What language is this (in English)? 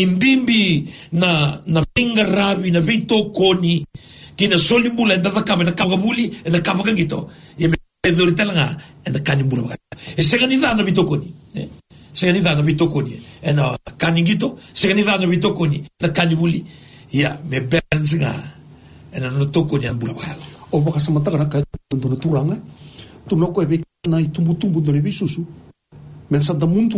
Fijian